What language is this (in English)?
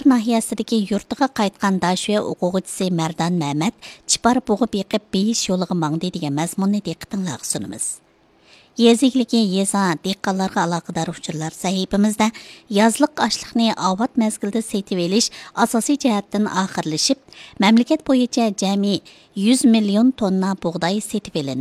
Uyghur